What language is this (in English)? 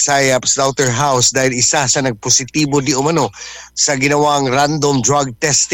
Cebuano